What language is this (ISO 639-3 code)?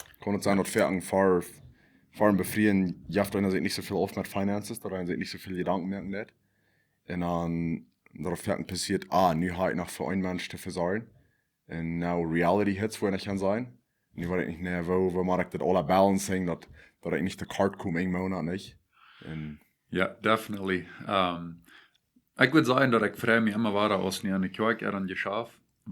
pdt